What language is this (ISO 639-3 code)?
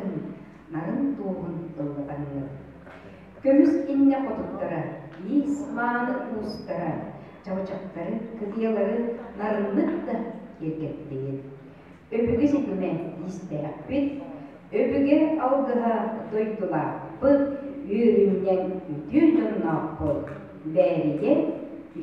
sah